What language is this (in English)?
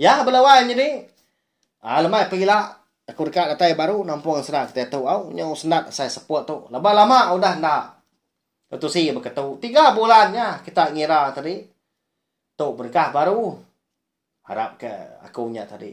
Iban